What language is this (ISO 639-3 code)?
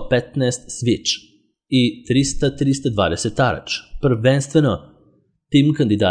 srp